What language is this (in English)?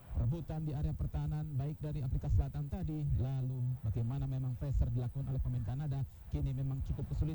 Indonesian